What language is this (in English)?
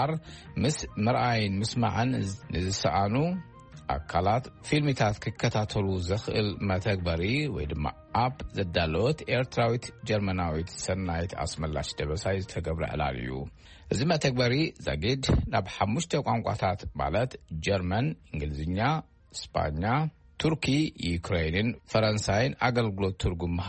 Tigrinya